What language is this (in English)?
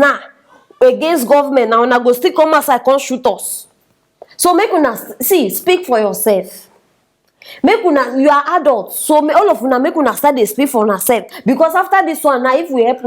Nigerian Pidgin